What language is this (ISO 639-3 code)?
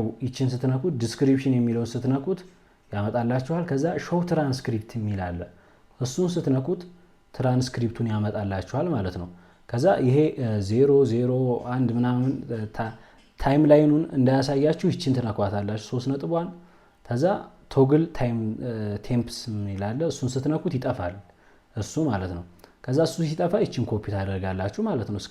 amh